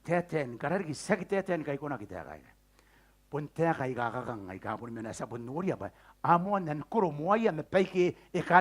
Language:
Gilbertese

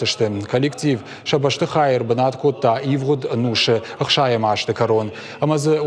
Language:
Ossetic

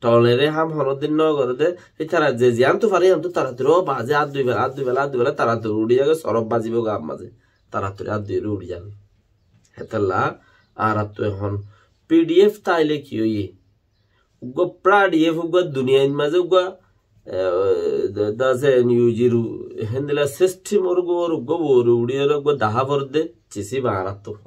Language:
Rohingya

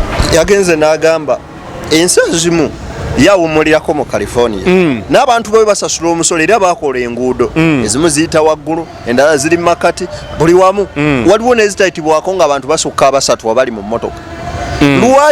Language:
Ganda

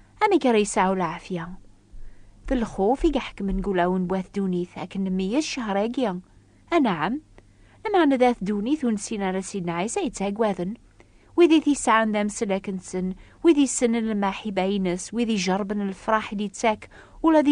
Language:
Kabyle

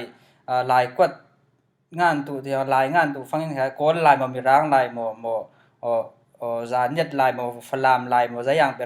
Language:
Falam Chin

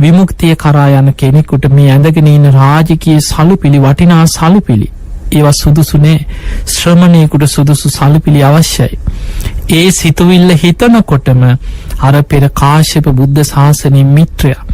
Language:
Sinhala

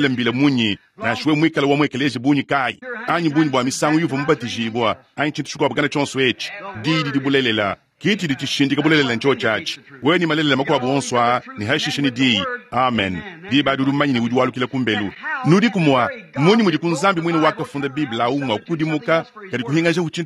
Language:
Luba-Lulua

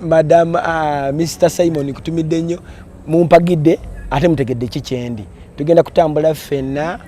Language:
Ganda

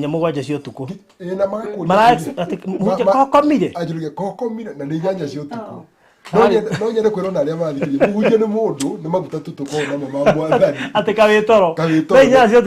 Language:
Kikuyu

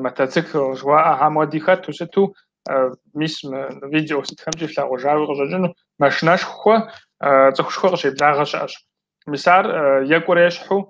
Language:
Kabardian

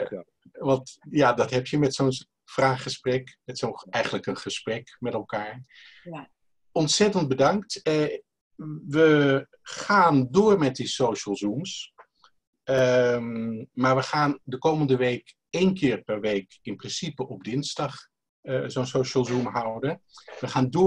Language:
Dutch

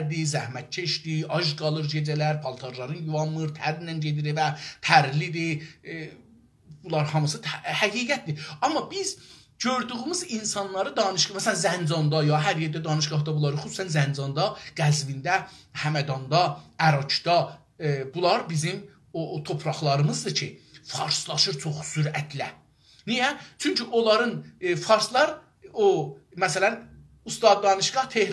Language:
South Azerbaijani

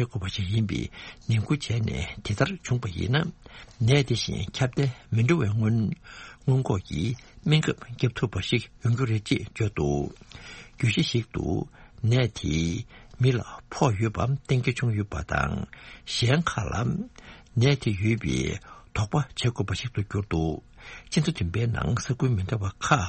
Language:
Tibetan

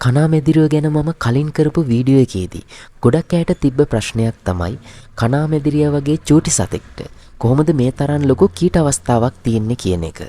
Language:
Sinhala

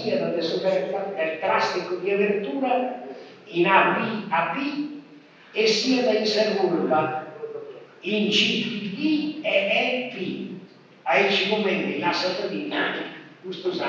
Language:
Sardinian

